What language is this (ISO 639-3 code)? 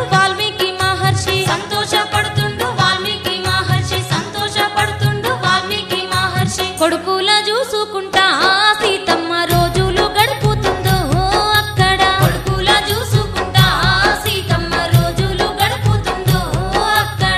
tel